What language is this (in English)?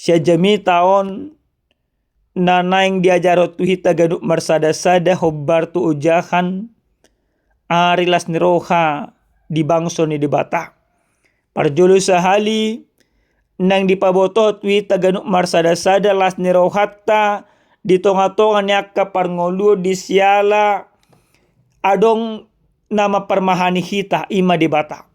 Batak Toba